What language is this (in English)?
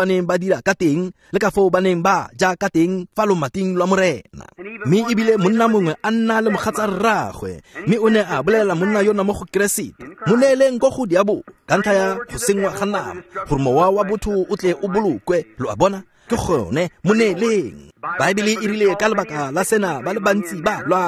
Tswana